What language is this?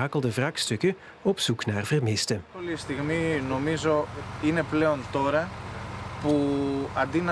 Dutch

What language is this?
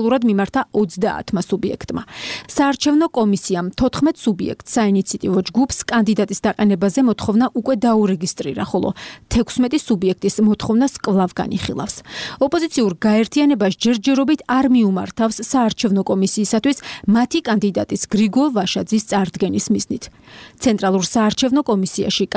Georgian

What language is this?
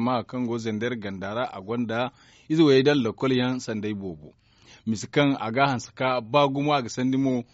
Zarma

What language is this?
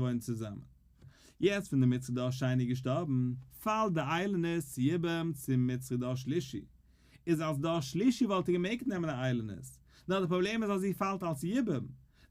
Yiddish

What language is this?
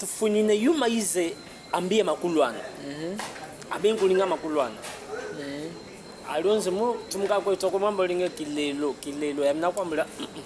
Chokwe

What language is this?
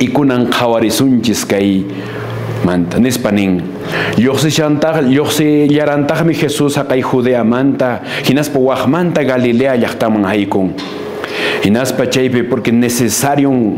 Quechua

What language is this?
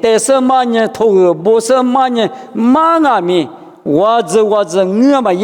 Lisu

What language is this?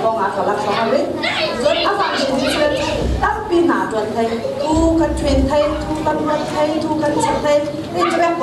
Falam Chin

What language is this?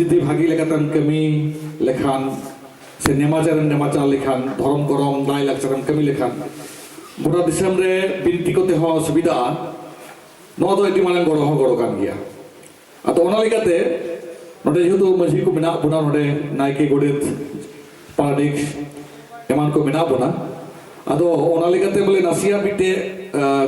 Santali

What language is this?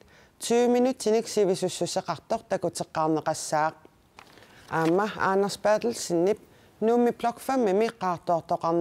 Kalaallisut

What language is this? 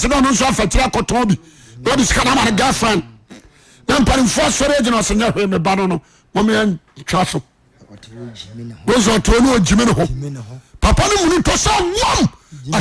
Akan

